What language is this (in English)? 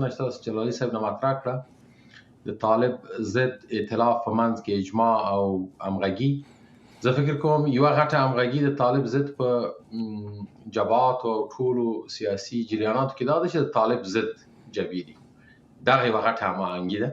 Pashto